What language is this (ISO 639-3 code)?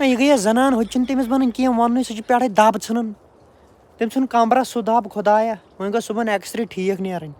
kas